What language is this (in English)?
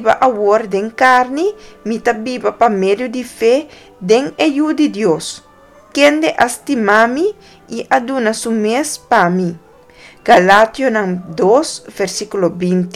Papiamento